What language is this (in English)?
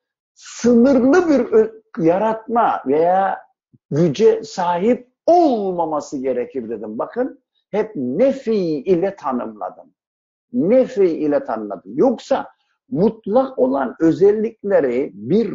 Turkish